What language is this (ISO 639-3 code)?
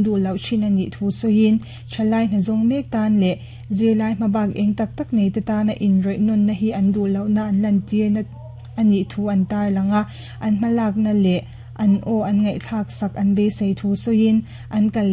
lus